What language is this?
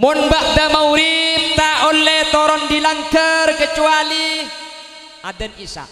Madurese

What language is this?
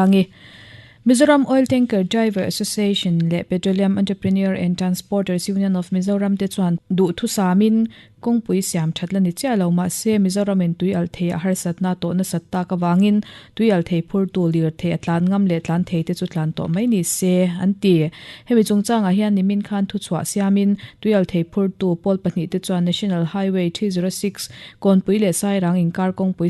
Mizo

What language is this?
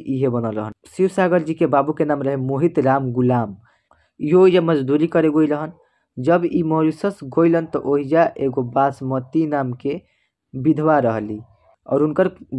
Bhojpuri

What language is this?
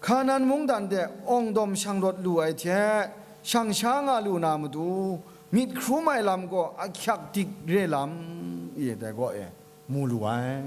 Kachin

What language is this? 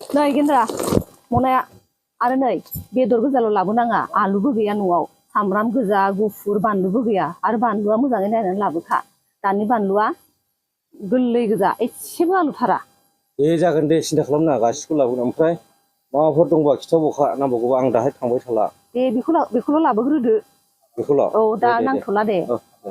Bodo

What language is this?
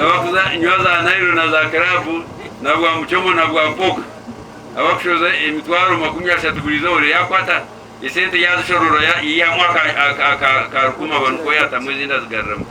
Nyankole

